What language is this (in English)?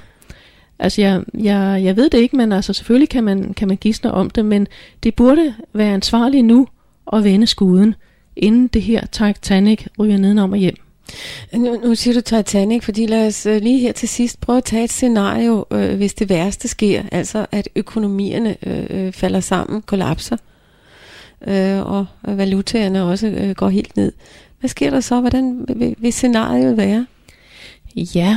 Danish